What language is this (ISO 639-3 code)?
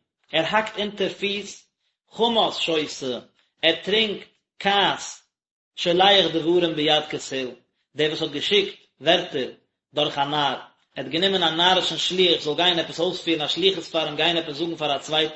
yid